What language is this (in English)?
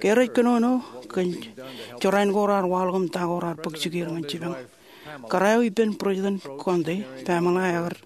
Marshallese